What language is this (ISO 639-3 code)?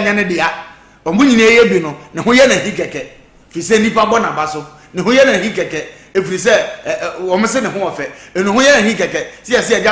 aka